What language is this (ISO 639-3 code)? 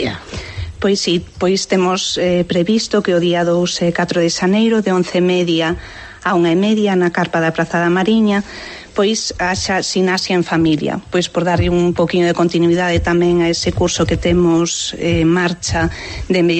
glg